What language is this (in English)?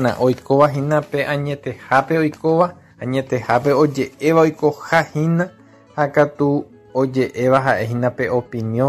Guarani